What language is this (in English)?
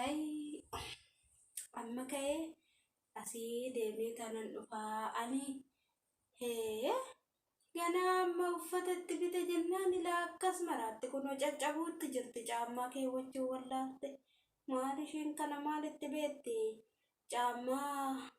Oromo